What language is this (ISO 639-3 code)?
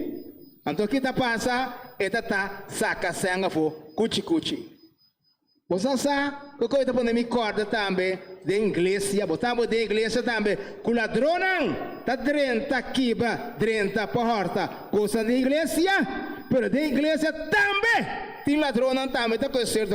pap